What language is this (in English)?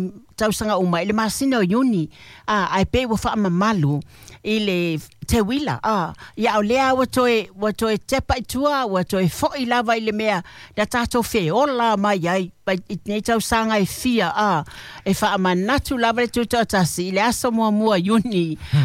Samoan